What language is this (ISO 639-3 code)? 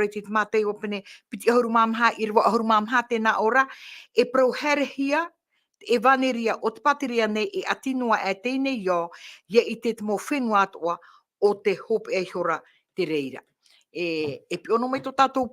tah